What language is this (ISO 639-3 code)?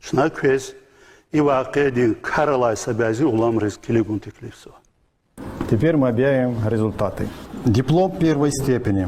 lez